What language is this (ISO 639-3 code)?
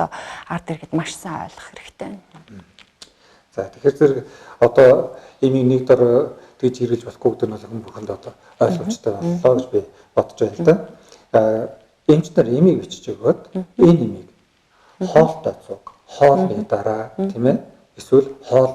mon